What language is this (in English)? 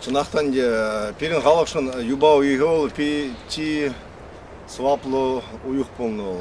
Chuvash